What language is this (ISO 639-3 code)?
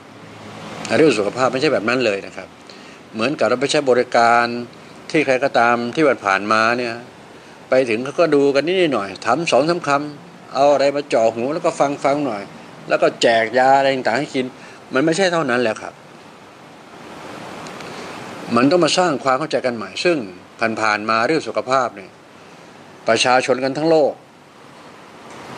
tha